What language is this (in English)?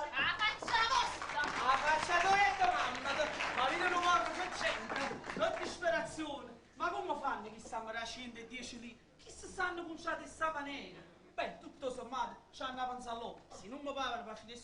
Neapolitan